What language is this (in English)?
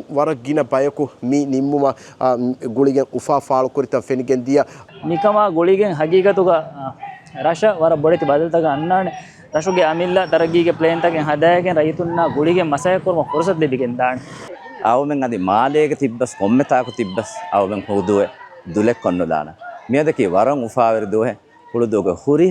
Divehi